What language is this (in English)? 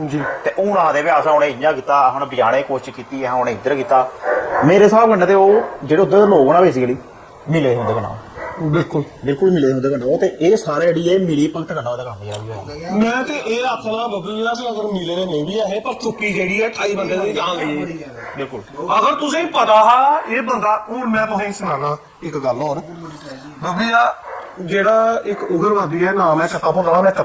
Dogri